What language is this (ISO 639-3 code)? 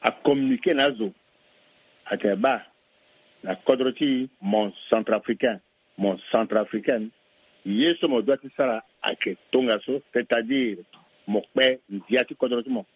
sag